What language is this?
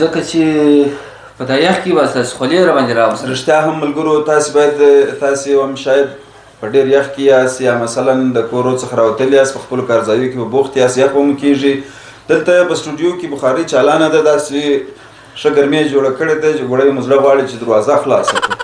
Pashto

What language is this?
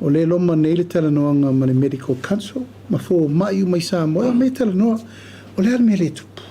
Samoan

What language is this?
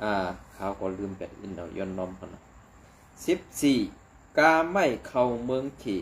Shan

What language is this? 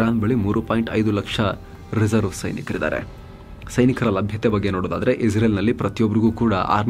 Kannada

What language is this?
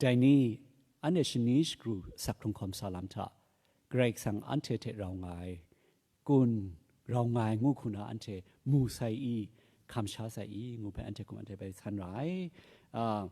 Kachin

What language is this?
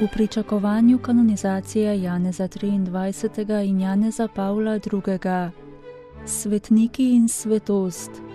Slovenian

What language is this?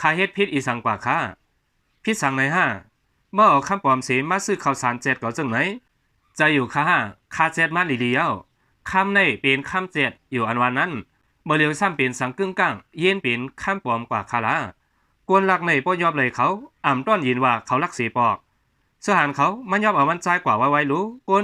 Shan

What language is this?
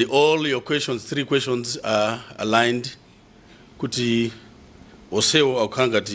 Nyanja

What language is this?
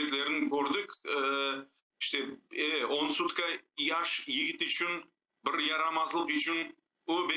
Crimean Tatar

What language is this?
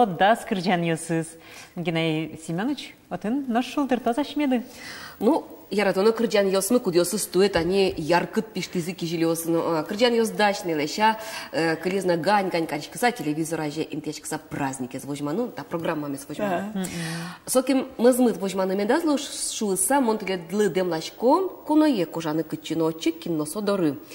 Udmurt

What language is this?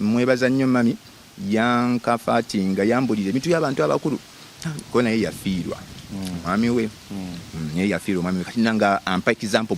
Ganda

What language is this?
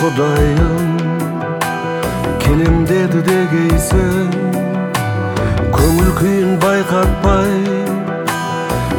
Kazakh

